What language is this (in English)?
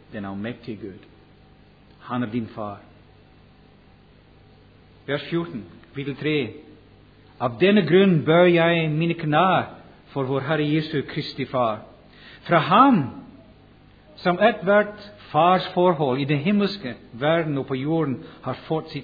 Norwegian